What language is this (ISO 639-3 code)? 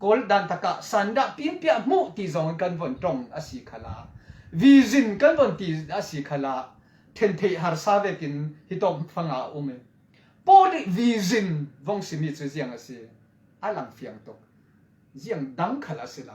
cfm